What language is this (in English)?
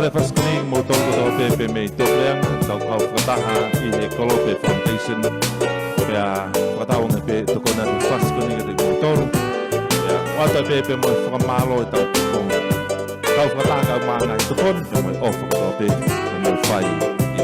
Tongan